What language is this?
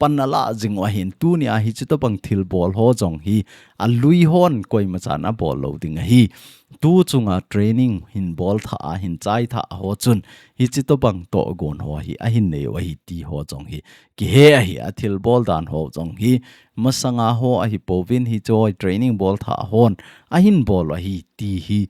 Thado Chin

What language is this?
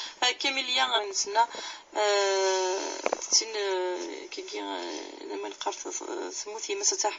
Kabyle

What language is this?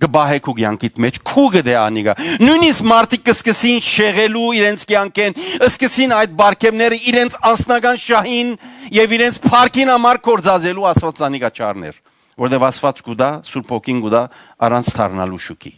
Western Armenian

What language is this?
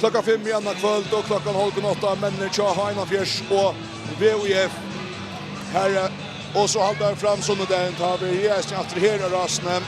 Faroese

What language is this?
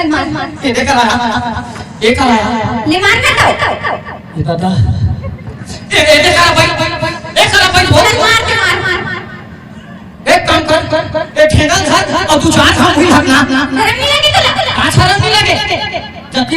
Chhattisgarhi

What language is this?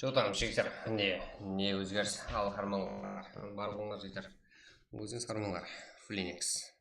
Kara-Kalpak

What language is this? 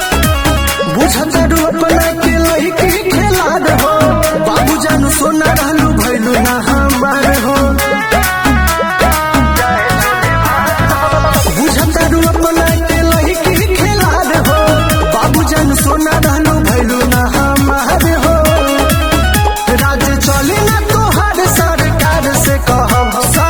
Bhojpuri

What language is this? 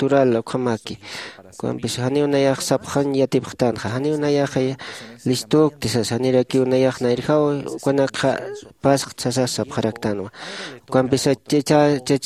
Aymara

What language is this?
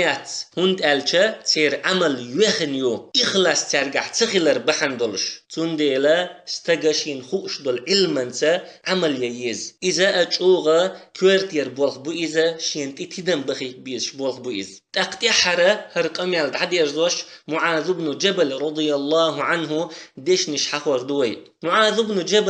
Chechen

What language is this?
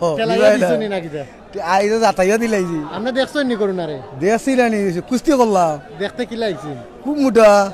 Sylheti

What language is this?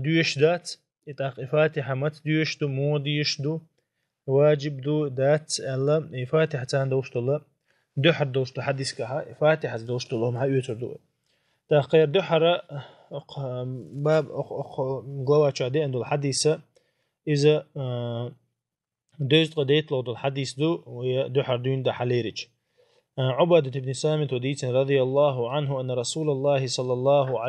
Chechen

